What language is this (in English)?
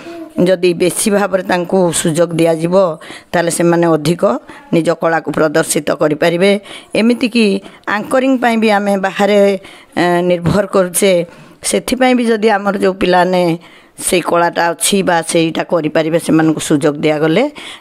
Odia